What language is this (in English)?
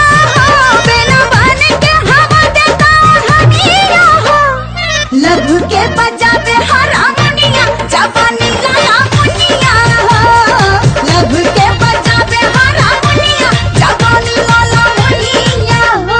Bhojpuri